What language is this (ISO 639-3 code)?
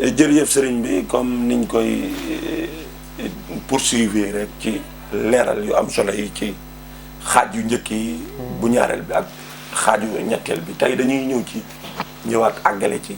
wol